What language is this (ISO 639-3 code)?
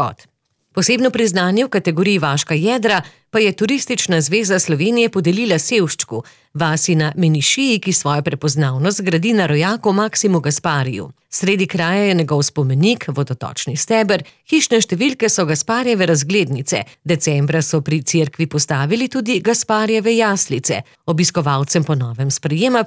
slv